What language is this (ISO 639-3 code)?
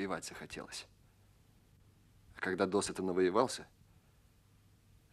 rus